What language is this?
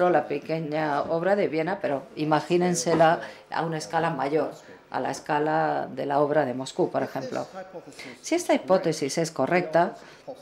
Spanish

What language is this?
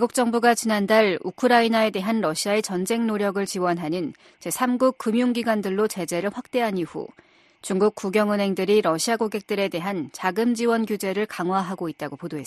Korean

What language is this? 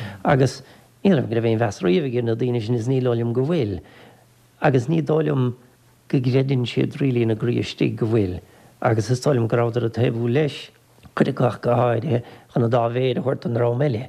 Irish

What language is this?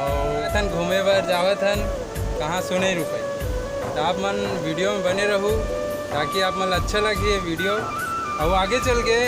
Chhattisgarhi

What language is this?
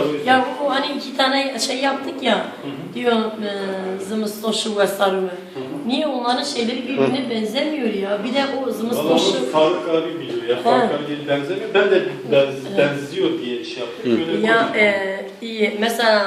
Zaza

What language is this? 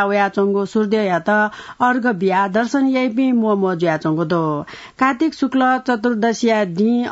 Newari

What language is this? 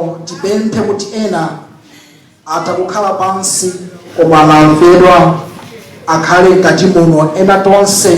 Nyanja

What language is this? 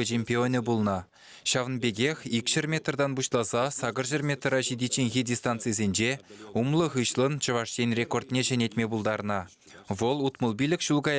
Chuvash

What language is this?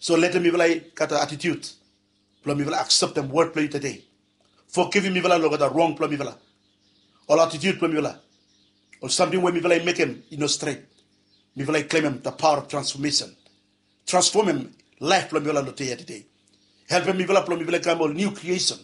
Bislama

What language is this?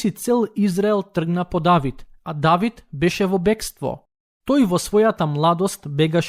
Macedonian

